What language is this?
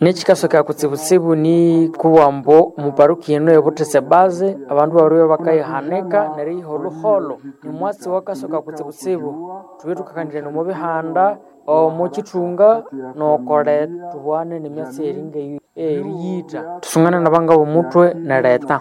Nande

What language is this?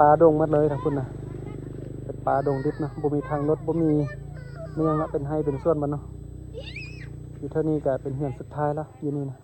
Lao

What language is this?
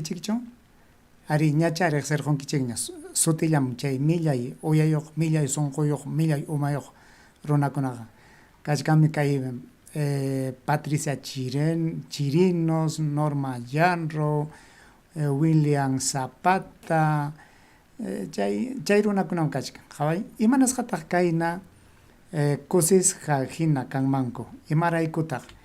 Ayacucho Quechua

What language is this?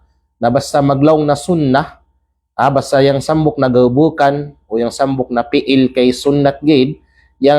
Kalagan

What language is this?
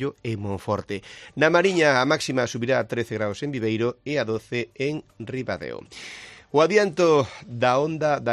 Galician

